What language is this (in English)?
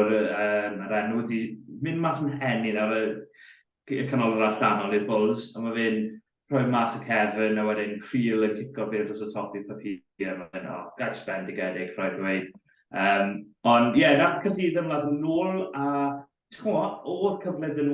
Welsh